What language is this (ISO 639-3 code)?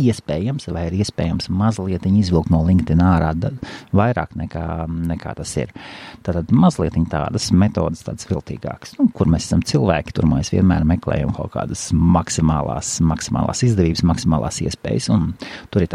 lav